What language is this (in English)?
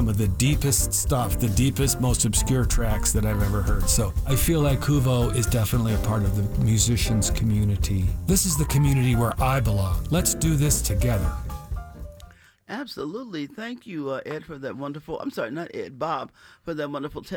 English